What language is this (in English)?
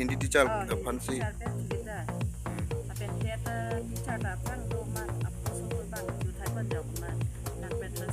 Karbi